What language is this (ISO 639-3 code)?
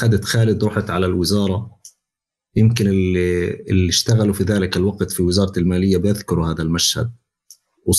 apc